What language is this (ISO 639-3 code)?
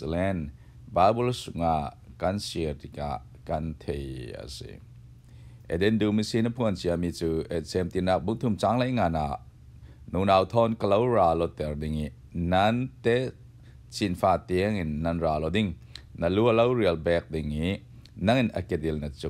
cfm